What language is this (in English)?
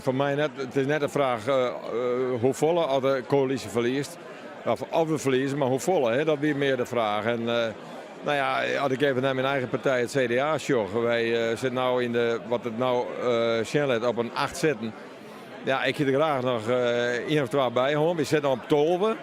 Western Frisian